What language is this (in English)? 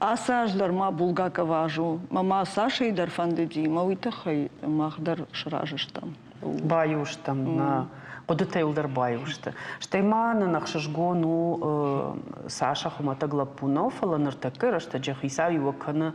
Ossetic